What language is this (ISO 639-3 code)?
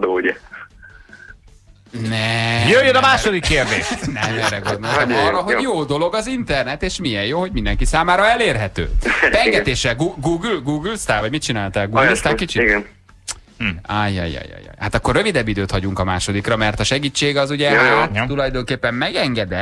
hun